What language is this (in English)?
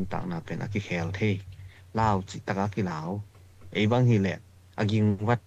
Tedim Chin